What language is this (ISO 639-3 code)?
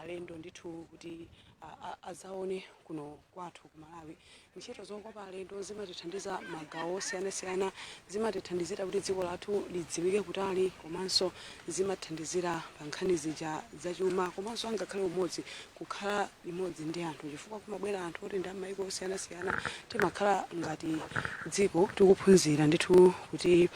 nya